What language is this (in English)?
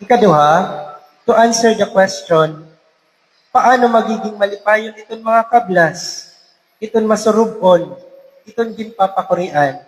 Waray